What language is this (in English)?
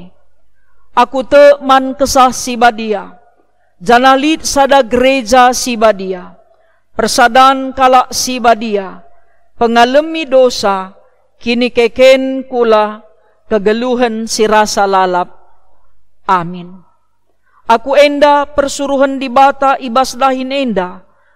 Batak Karo